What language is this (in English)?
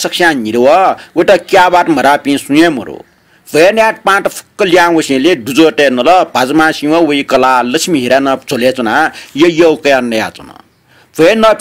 Newari